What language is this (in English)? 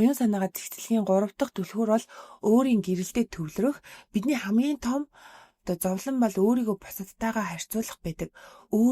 Mongolian